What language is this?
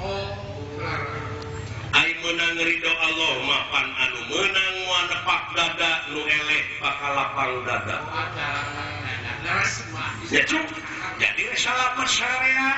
Sundanese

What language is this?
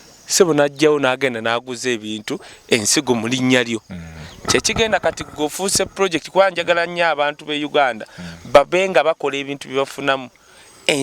Ganda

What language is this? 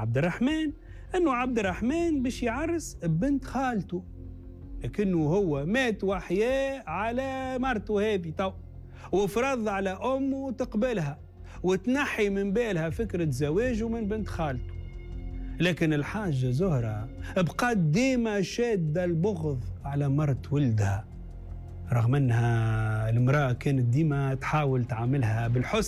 Tunisian Arabic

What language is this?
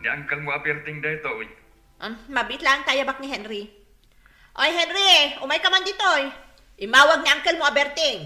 Iloko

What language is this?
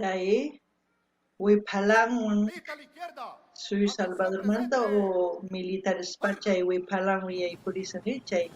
South Bolivian Quechua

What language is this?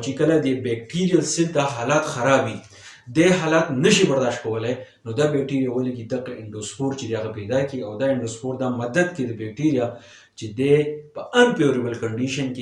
Pashto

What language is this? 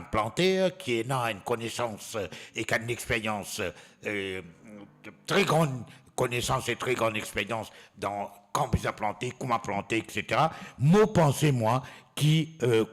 Morisyen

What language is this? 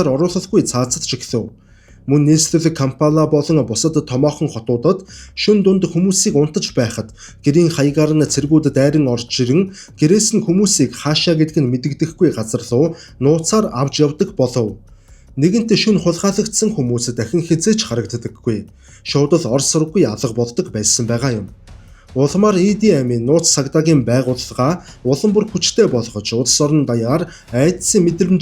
Mongolian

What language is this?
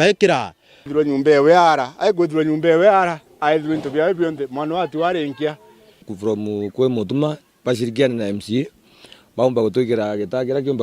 Meru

